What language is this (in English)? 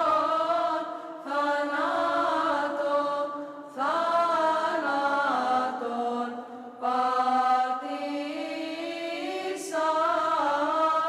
Greek